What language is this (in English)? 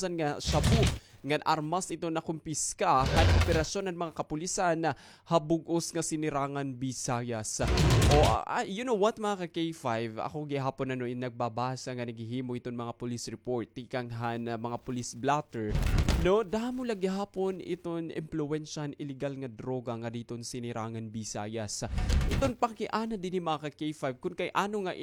Waray